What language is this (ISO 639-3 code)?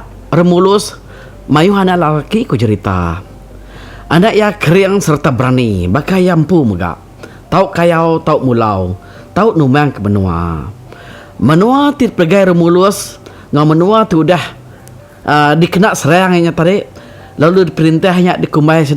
iba